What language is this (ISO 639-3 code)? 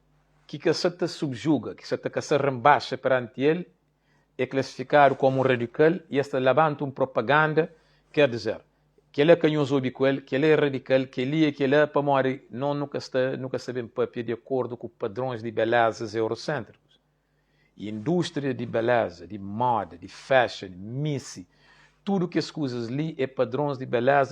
kea